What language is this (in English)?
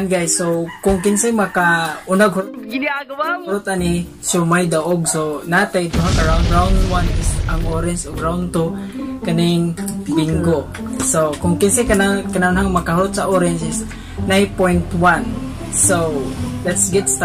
Cebuano